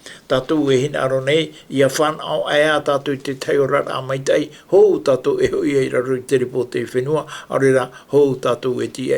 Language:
Tahitian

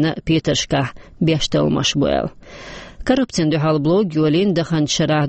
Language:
Chechen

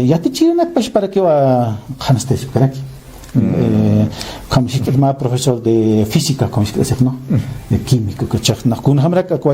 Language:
Aymara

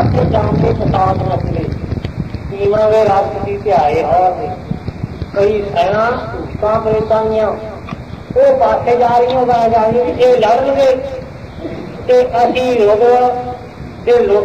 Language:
Punjabi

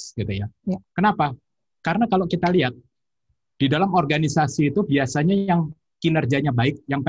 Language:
Indonesian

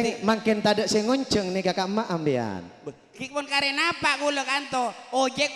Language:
Madurese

